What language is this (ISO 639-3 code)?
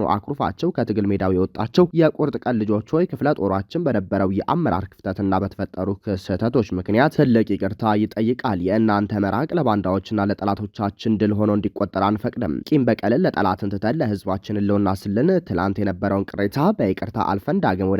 amh